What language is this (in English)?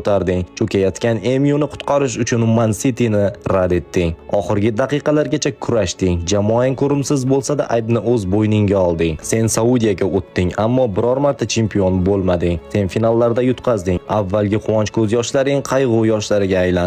Uzbek